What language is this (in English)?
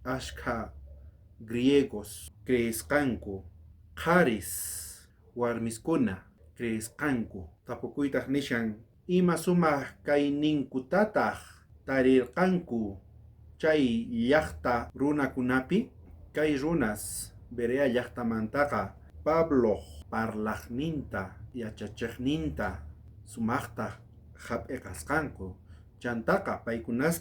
South Bolivian Quechua